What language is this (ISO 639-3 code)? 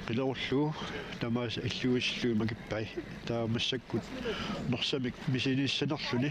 kal